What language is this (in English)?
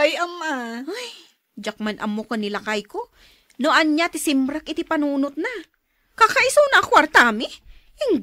Iloko